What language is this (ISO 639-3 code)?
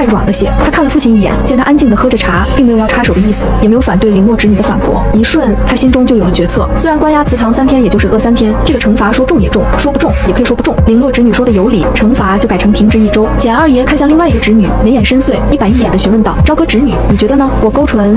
zho